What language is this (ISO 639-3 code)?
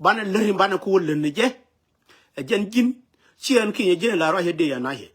nus